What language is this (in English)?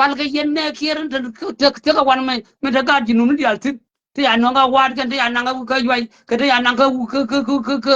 Nuer